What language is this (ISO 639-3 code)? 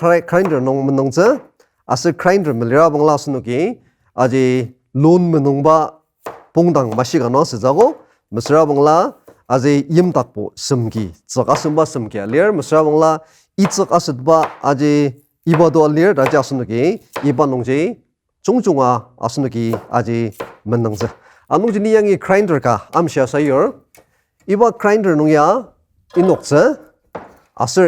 njo